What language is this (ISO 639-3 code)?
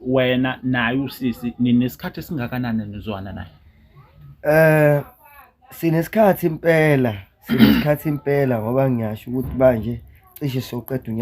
zul